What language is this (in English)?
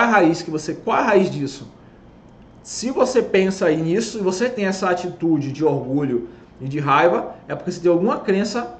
Portuguese